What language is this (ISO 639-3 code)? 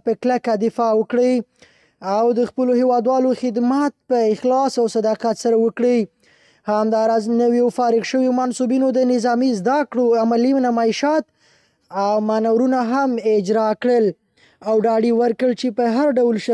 pus